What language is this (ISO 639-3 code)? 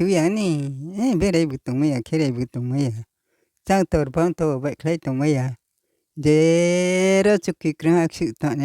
ria